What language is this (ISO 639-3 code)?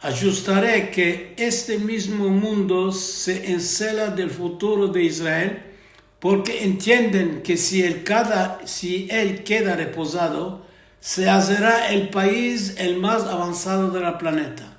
lad